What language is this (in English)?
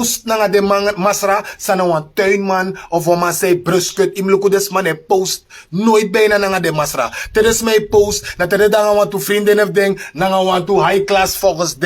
Sranan Tongo